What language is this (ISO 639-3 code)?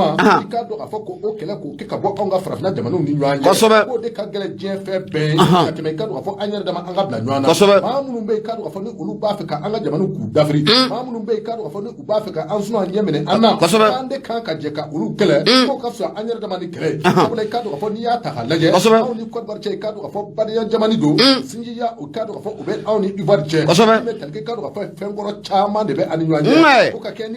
bam